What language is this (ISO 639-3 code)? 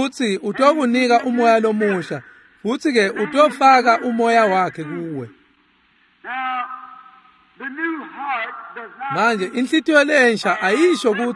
ssw